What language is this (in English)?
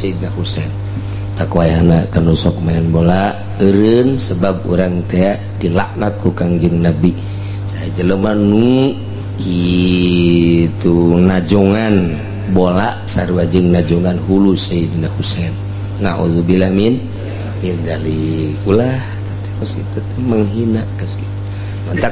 Sundanese